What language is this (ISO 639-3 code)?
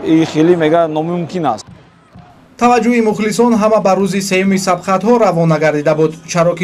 tgk